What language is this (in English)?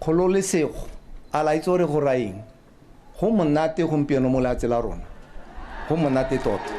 Tswana